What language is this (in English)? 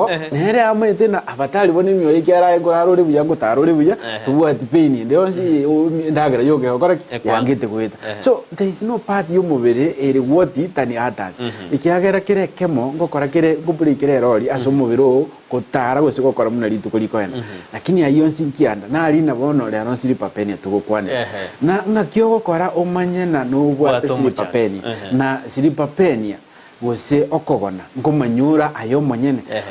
Gusii